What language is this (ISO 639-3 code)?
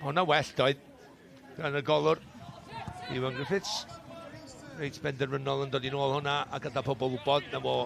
cym